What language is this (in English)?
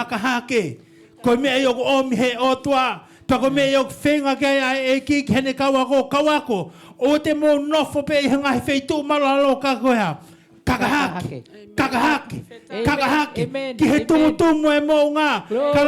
Tongan